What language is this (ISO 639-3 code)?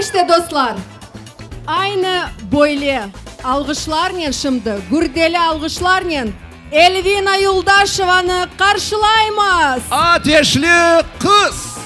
crh